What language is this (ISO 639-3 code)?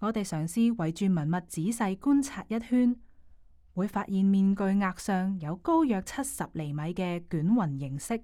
yue